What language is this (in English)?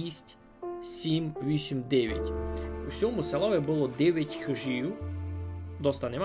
Rusyn